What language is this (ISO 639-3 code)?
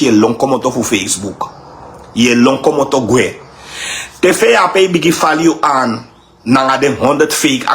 srn